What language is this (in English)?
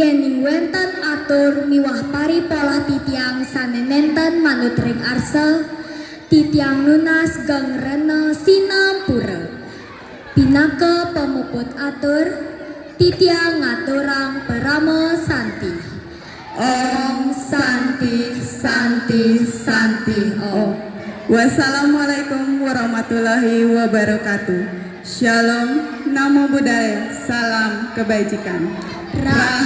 Balinese